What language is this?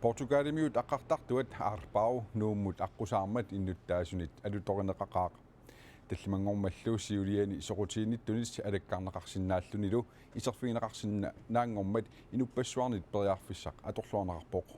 Kalaallisut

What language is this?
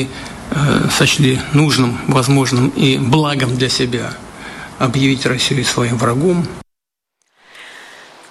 Romanian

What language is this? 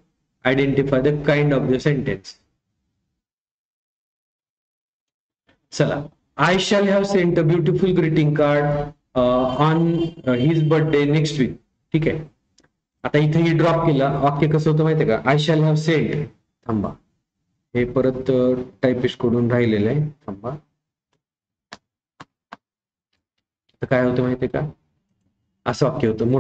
Marathi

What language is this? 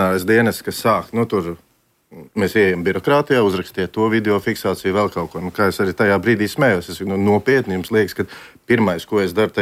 Latvian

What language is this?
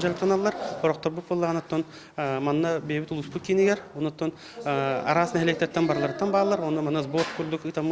Yakut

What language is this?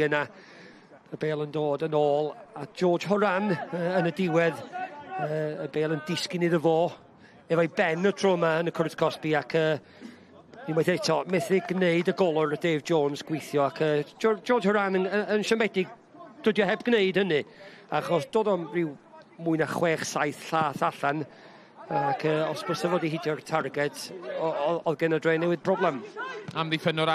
Welsh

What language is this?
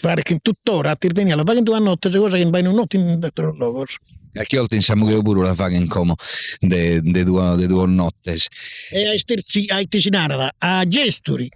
Sardinian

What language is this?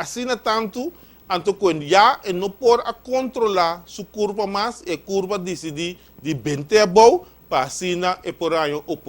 Papiamento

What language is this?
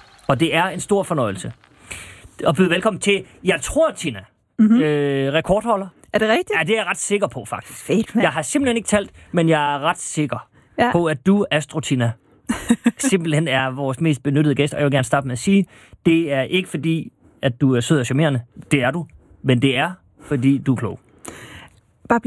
Danish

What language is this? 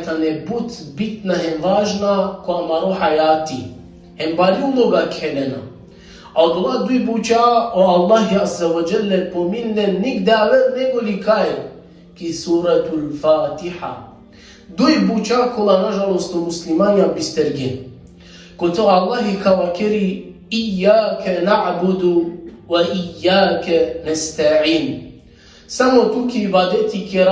Balkan Romani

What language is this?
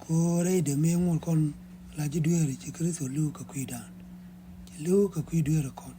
Nuer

